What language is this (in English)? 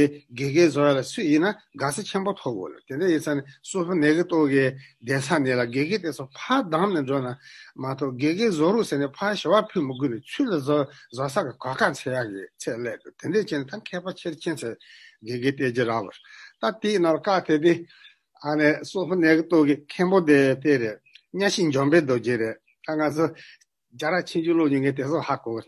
Tibetan